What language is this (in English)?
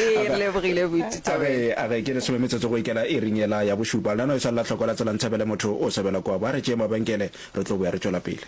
Northern Sotho